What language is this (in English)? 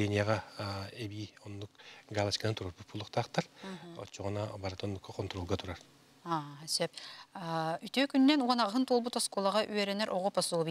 Yakut